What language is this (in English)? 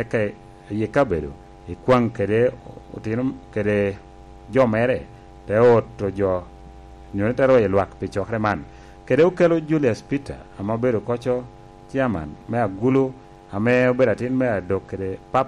Lango (Uganda)